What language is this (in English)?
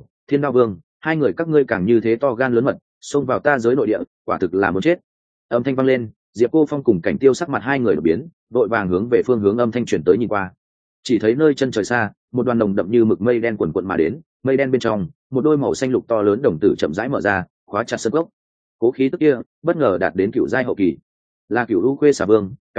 Vietnamese